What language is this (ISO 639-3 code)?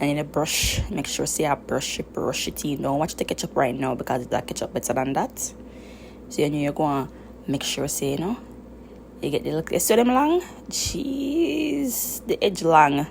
jam